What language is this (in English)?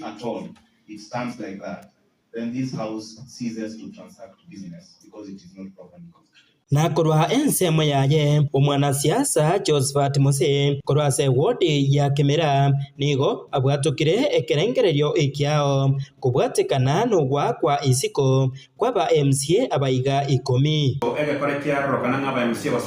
Gusii